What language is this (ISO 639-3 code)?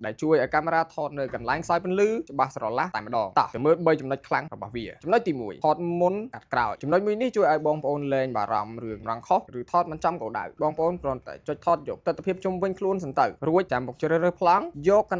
khm